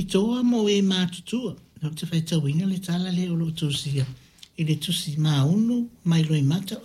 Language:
Samoan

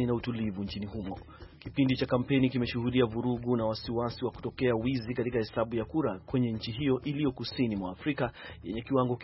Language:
Swahili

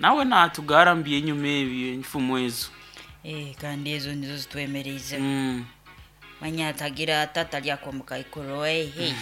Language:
Nyankole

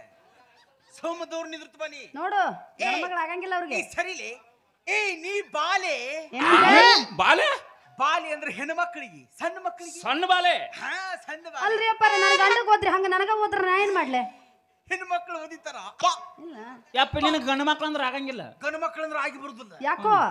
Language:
Kannada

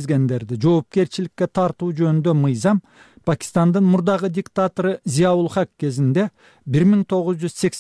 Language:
Kyrgyz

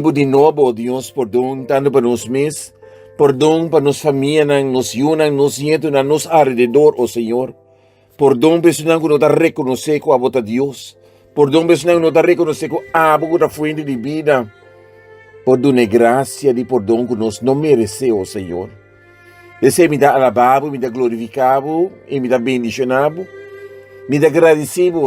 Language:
Papiamento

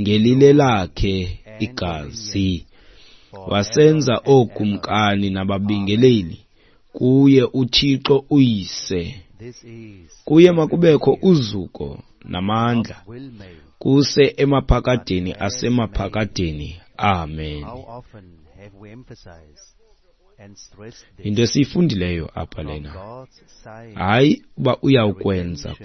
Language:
Xhosa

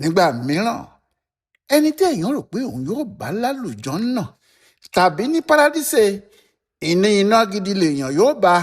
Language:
Yoruba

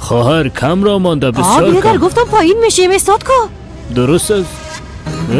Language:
Persian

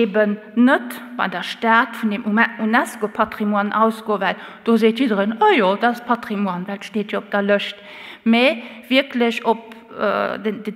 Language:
Luxembourgish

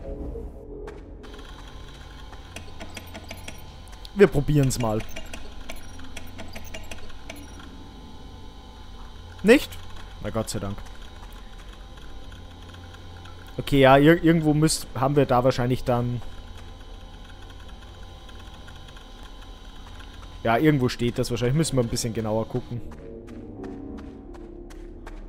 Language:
German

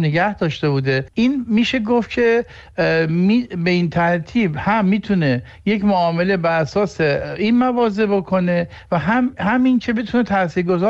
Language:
Persian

